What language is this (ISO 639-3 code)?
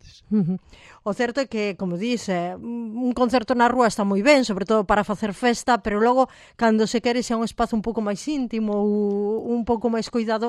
glg